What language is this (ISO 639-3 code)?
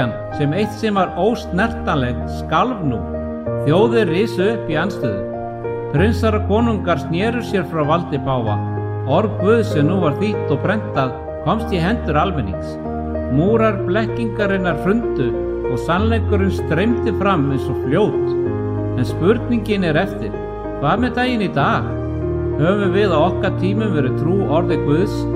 isl